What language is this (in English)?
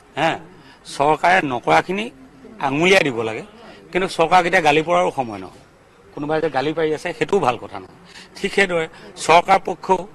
Assamese